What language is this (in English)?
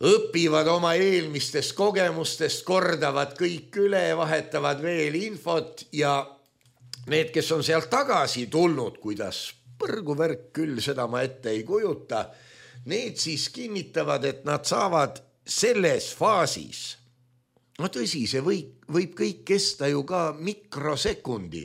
Estonian